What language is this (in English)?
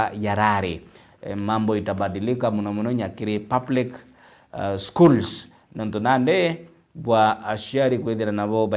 Meru